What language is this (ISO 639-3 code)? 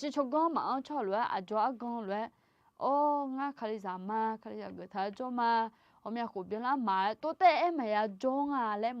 ahk